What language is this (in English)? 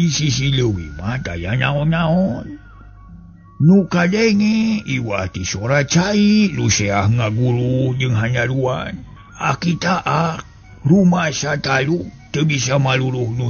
Sundanese